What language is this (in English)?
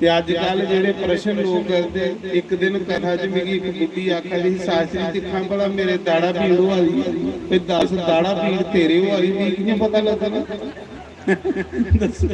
Dogri